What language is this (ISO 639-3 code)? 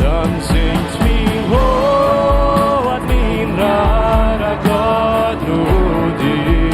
pdt